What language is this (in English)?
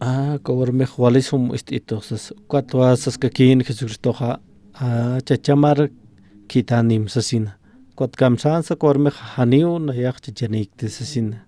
Aymara